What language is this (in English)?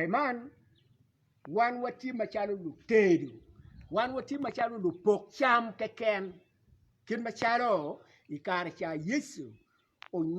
Acoli